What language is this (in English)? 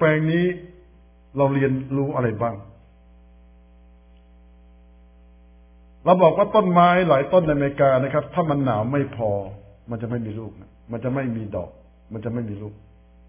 Thai